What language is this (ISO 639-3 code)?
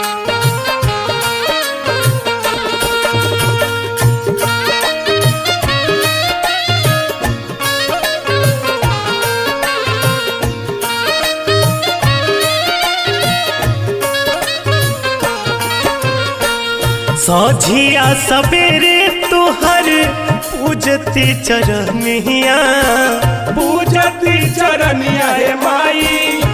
bho